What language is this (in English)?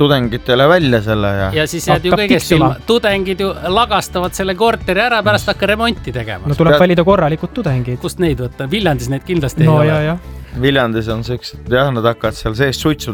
Estonian